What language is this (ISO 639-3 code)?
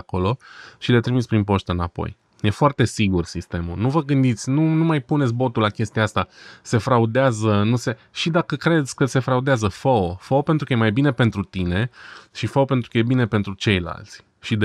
ron